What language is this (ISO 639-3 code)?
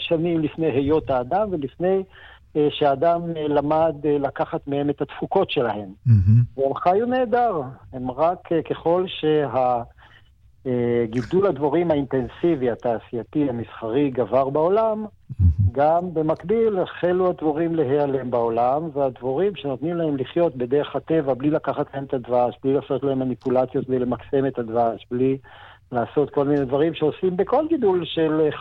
heb